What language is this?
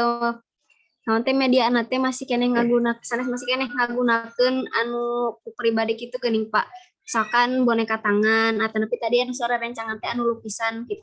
Sundanese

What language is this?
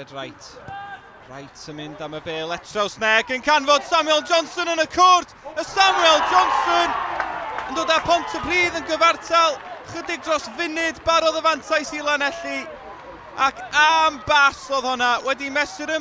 Welsh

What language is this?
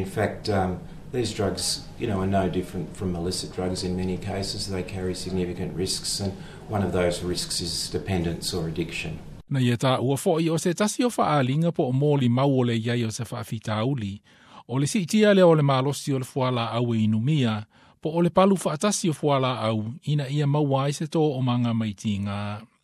Samoan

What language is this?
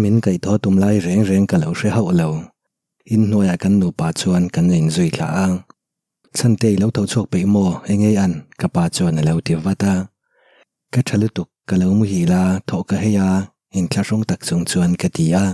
Mizo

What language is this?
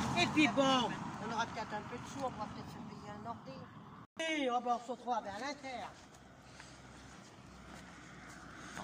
French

